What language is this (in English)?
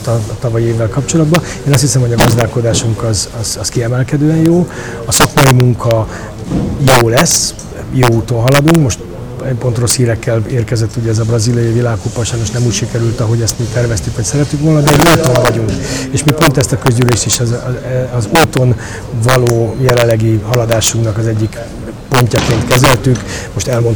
Hungarian